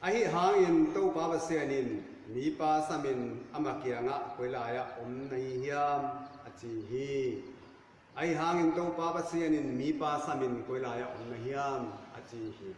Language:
Tedim Chin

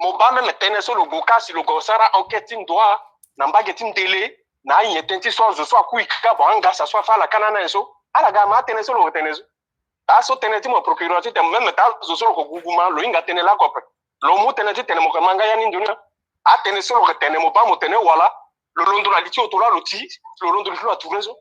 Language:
Sango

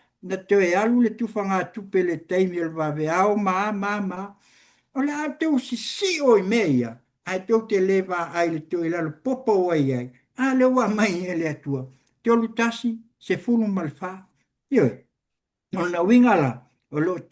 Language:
Samoan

